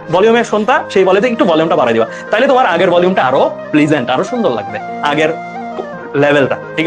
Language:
Bangla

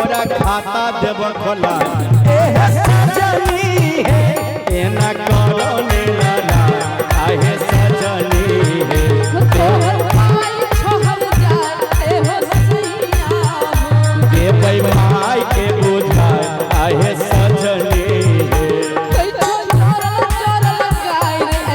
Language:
Maithili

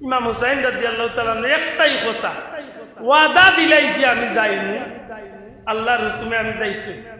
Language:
Sylheti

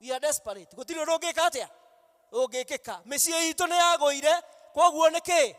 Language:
Kikuyu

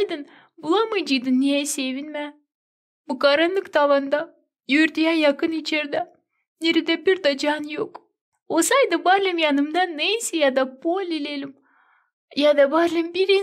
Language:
Gagauz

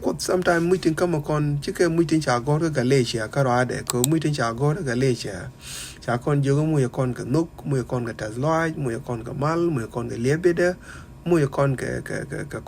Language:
Nuer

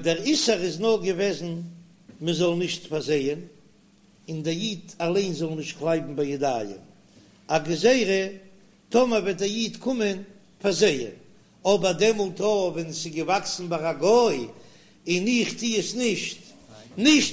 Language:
Yiddish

